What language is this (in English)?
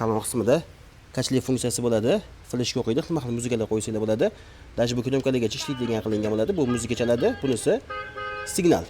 Uzbek